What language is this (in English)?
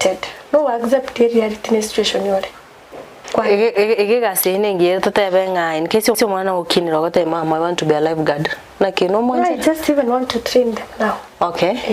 Gusii